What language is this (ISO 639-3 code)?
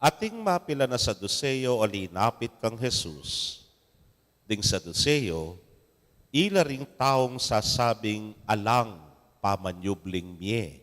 pam